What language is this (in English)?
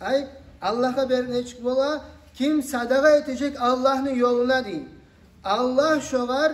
Kumyk